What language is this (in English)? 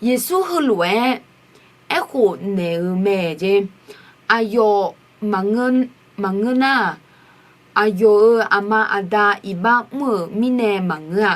Akha